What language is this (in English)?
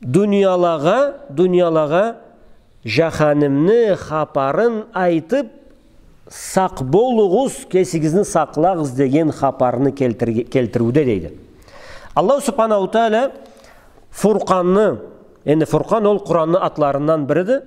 Karachay-Balkar